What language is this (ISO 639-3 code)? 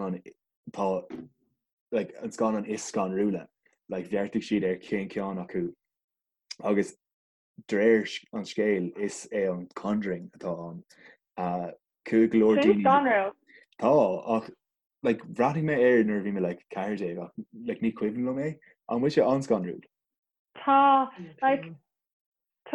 gle